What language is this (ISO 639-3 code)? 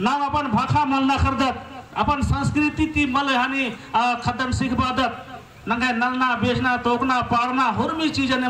kru